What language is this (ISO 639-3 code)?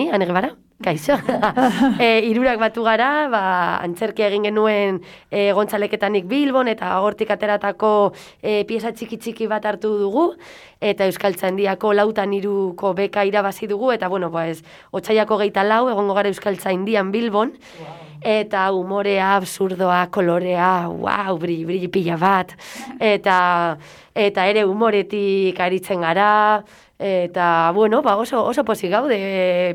eus